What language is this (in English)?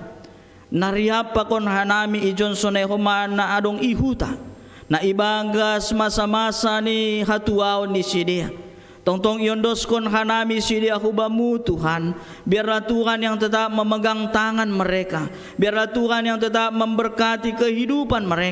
Batak Simalungun